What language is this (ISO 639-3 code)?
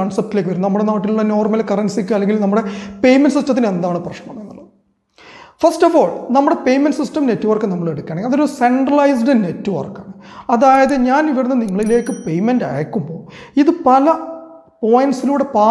mal